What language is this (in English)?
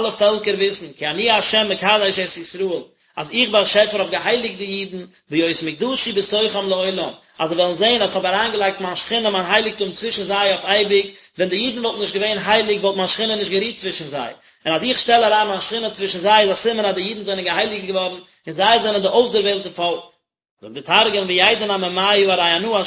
Yiddish